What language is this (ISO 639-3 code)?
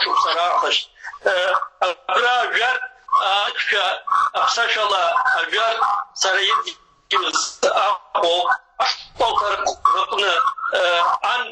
abk